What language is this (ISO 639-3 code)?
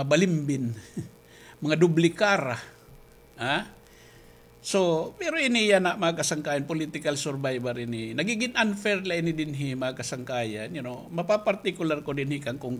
war